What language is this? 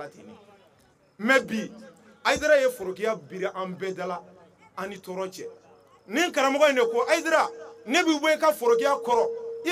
Bambara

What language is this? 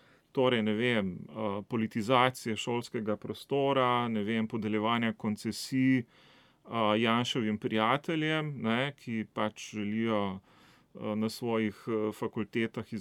Slovenian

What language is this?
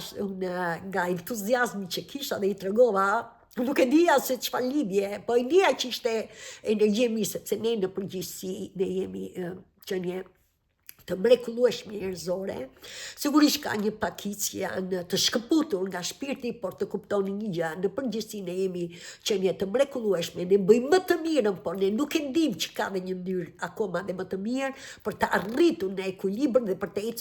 Albanian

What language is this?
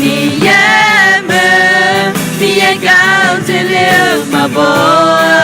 Akha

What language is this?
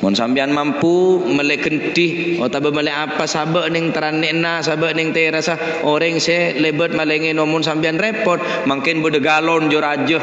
Madurese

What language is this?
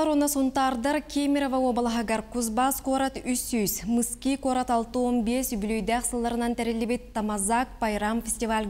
Yakut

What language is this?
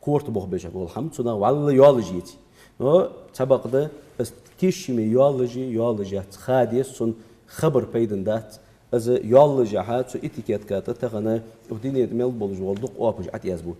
Ingush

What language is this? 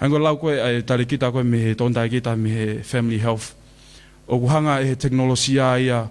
Tongan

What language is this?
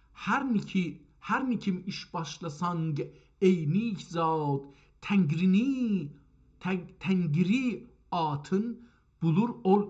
South Azerbaijani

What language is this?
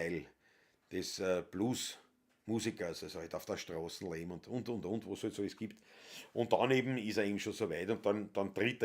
Bavarian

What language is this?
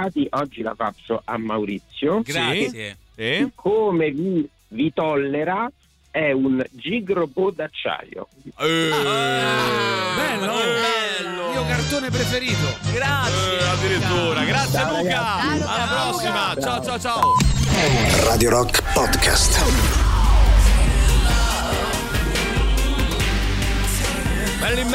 Italian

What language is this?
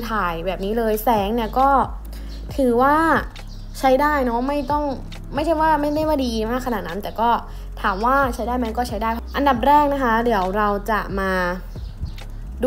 Thai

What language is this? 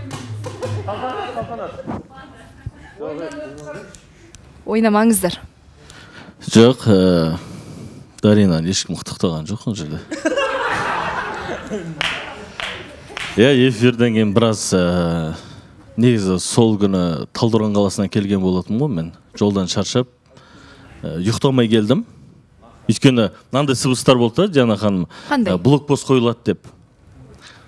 Kazakh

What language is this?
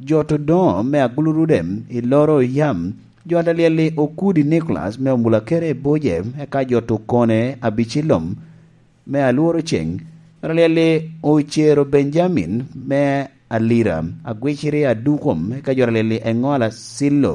Lango (Uganda)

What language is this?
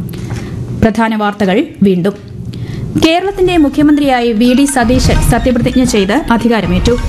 Malayalam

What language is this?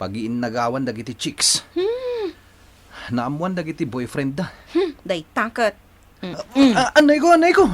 Iloko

